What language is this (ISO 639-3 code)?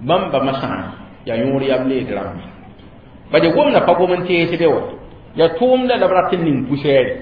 mos